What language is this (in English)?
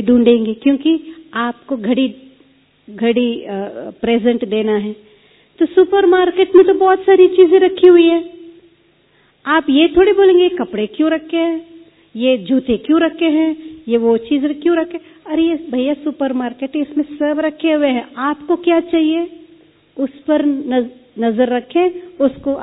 Hindi